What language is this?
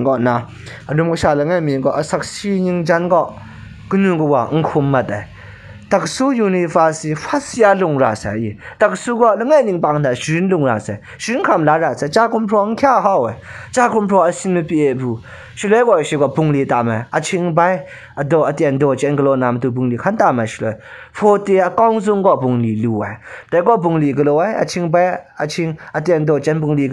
Kachin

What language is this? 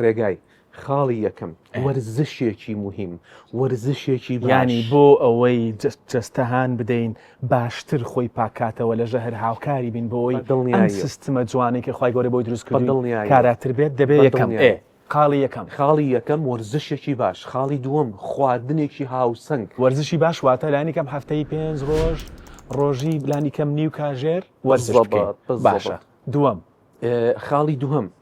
Central Kurdish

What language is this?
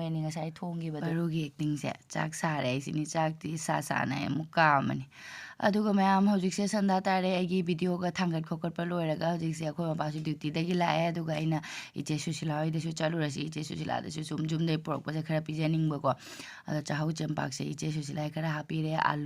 Manipuri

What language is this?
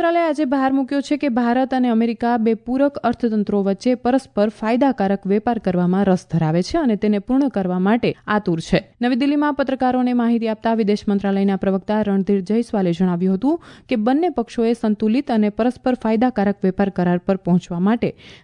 Gujarati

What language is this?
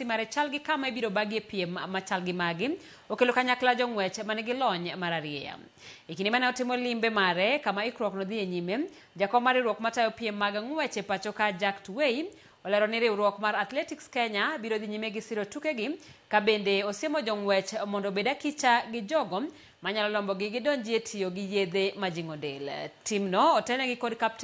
Luo (Kenya and Tanzania)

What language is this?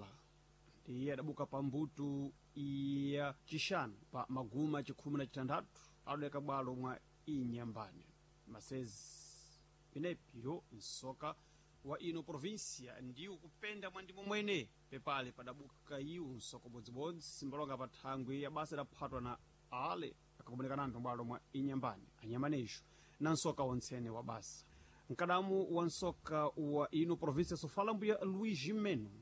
Sena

